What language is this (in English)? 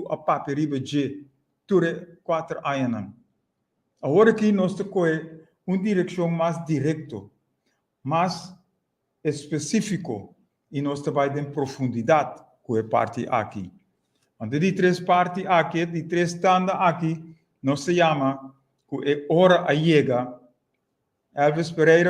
Papiamento